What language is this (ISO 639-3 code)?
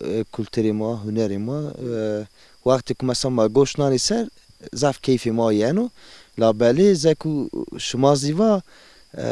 zza